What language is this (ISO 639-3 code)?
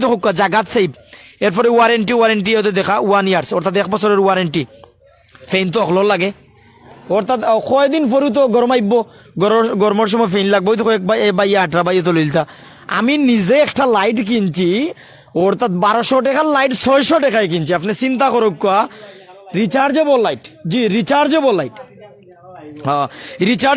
syl